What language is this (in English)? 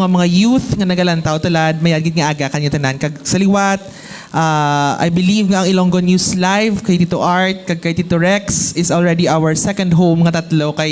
Hiligaynon